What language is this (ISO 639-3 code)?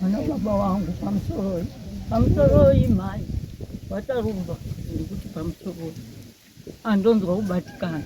sna